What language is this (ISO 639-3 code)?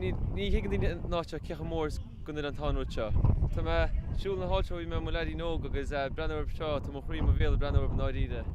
gle